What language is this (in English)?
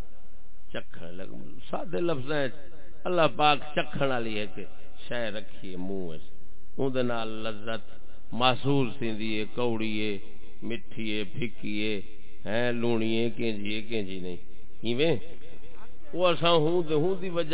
Saraiki